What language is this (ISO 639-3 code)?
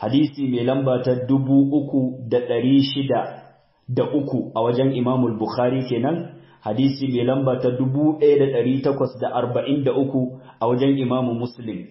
hau